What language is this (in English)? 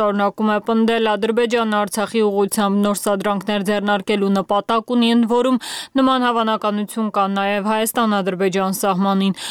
Armenian